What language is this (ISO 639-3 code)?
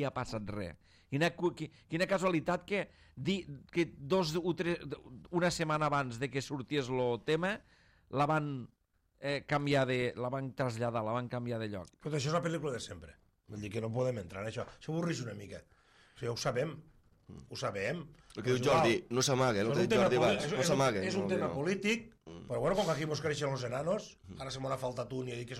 cat